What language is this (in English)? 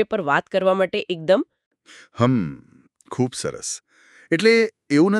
Gujarati